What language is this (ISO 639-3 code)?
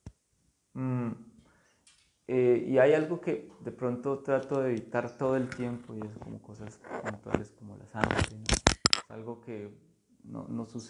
spa